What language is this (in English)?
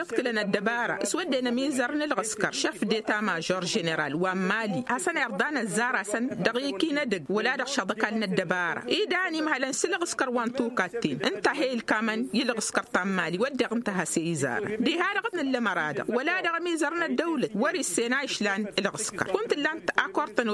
Tamasheq